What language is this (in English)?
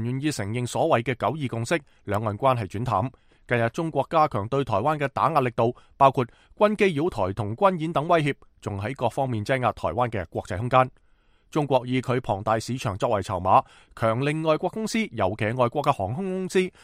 Cantonese